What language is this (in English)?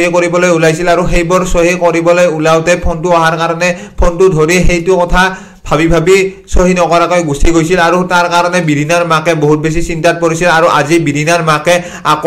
Assamese